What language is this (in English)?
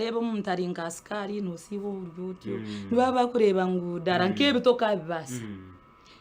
Nyankole